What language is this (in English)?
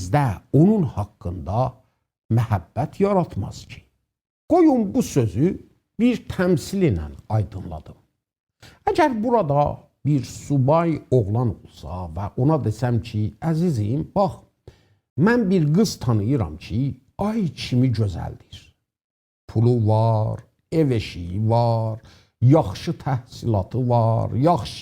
South Azerbaijani